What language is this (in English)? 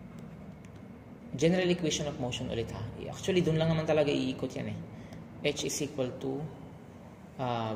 Filipino